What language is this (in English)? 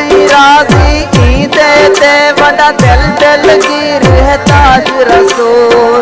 Saraiki